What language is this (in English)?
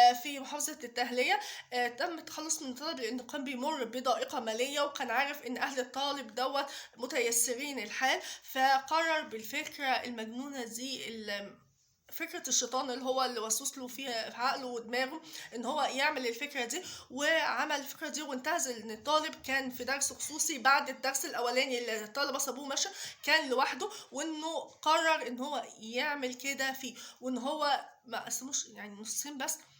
Egyptian Arabic